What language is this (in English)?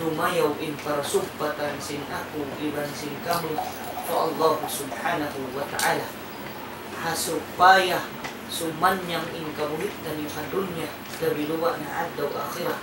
Tausug